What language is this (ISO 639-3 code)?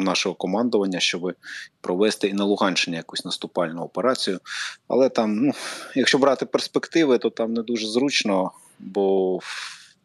ukr